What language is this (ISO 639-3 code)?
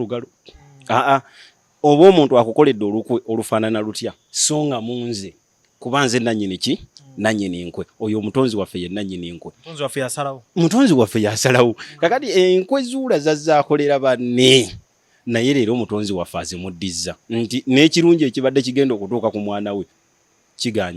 lug